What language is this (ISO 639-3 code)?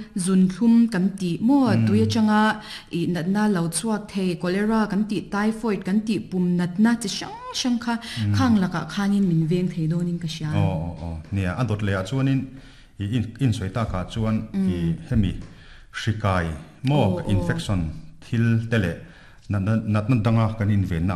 lus